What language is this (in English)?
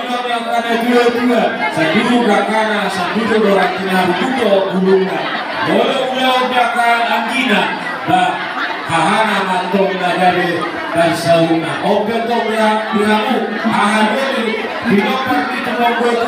Batak Toba